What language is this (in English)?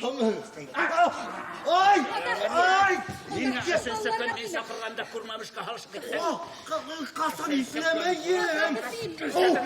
Bashkir